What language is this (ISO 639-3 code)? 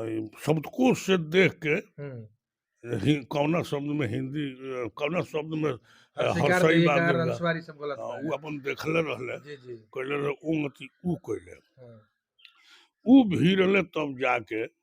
bho